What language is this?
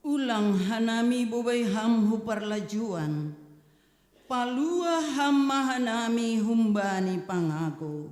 Batak Simalungun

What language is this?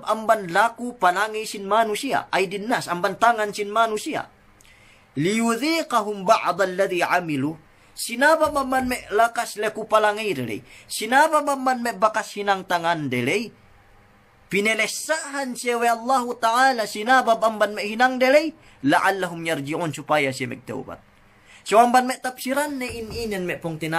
Yakan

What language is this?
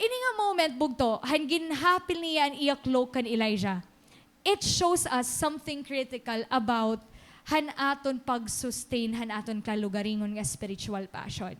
Waray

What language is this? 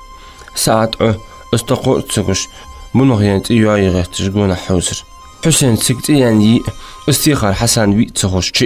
Ingush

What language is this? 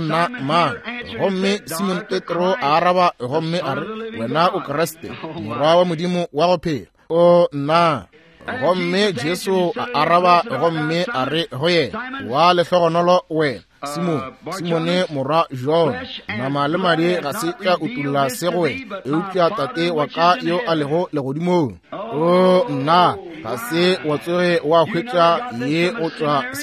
Northern Sotho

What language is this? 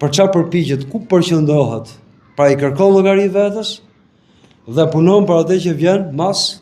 Albanian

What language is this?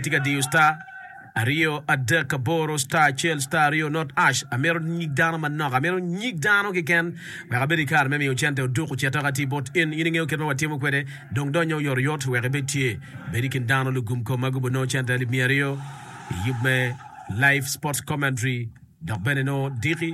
Acoli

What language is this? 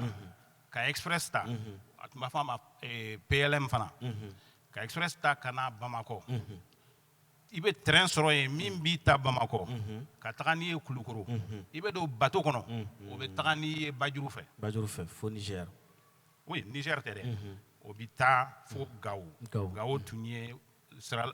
Bambara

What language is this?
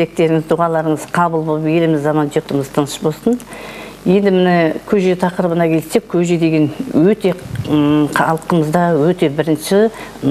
Kazakh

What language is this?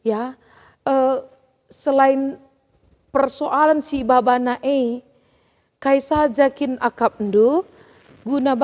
Batak Karo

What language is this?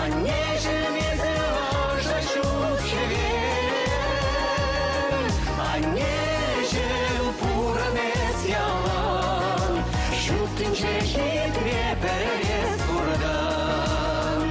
Chuvash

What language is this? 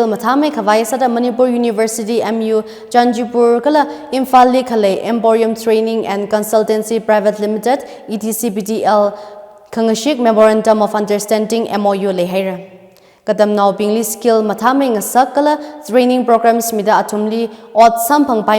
Tangkhul Naga (India)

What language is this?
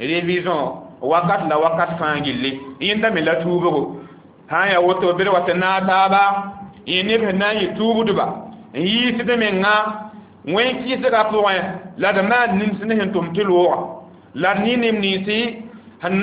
Mossi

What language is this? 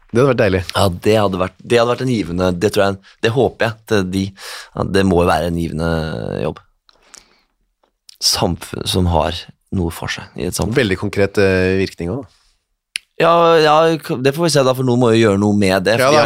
Norwegian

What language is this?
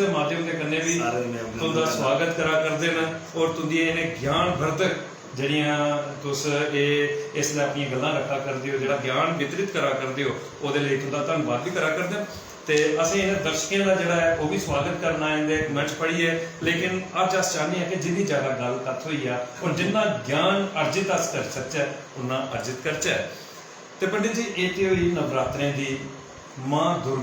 Dogri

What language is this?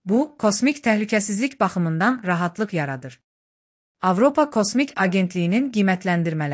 Azerbaijani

